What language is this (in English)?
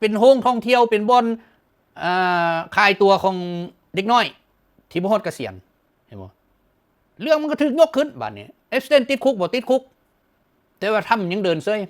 Lao